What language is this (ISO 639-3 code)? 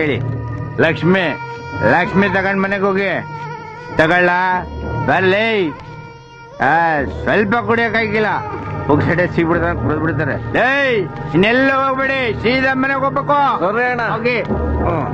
kan